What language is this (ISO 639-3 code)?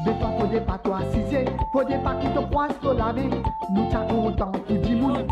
mfe